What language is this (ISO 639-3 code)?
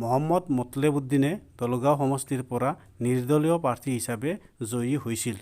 asm